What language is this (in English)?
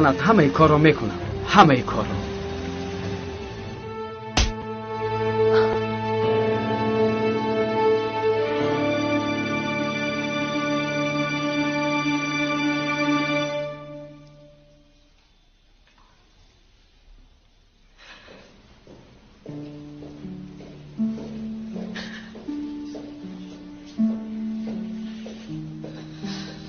Tajik